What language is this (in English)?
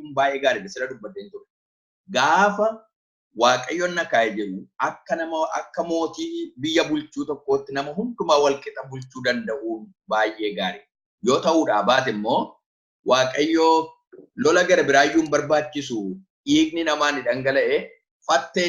Oromo